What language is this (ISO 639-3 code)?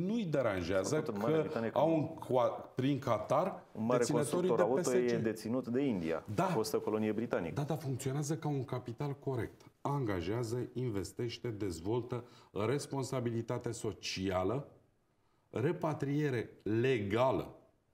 ron